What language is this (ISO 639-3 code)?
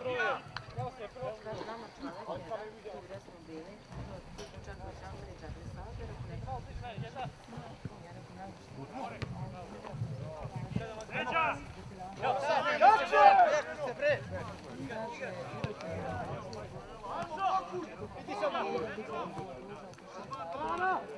srp